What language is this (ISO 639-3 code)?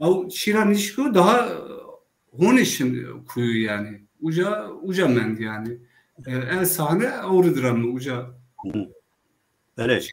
zza